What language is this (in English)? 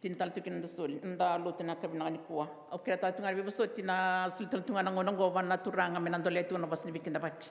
Fijian